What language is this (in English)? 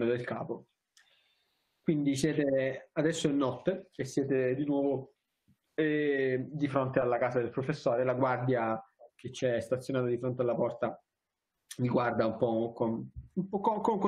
Italian